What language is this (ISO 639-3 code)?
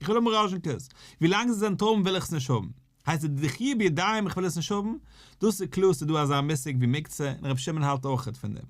yid